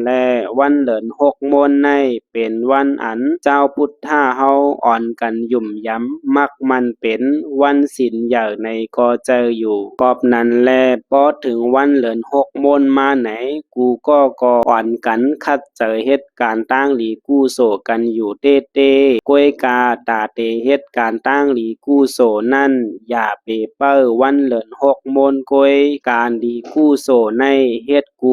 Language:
Shan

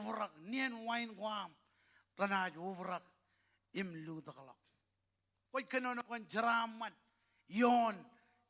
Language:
Marshallese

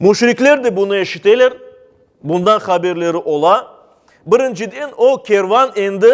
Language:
Crimean Tatar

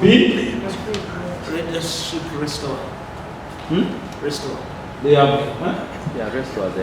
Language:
Nyankole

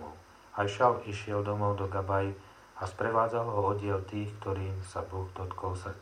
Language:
Slovak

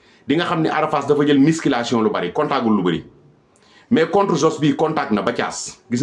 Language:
Wolof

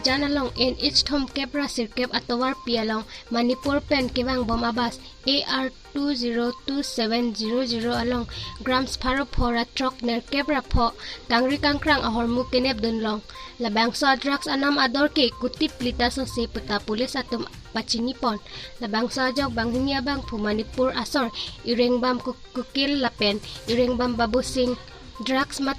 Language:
Karbi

